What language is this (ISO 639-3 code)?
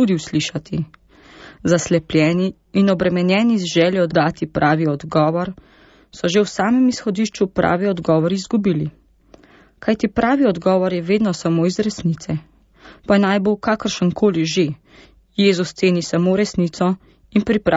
slv